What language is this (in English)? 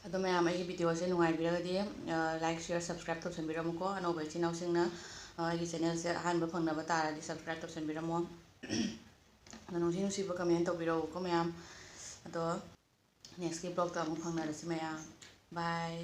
Manipuri